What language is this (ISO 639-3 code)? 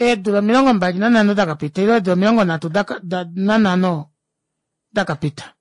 kua